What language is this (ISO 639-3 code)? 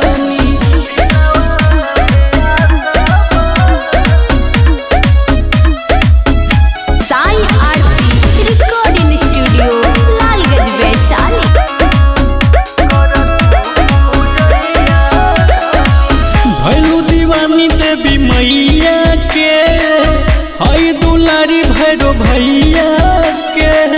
bho